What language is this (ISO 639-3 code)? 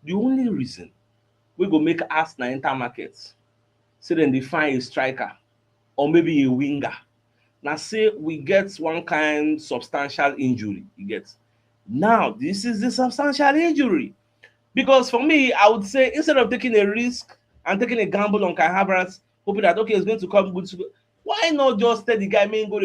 pcm